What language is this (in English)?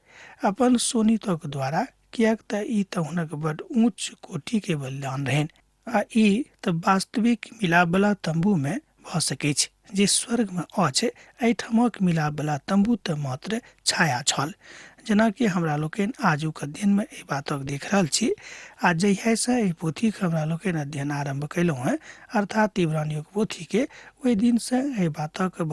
Maithili